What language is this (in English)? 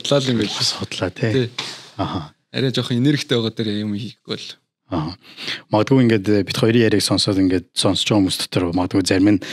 Mongolian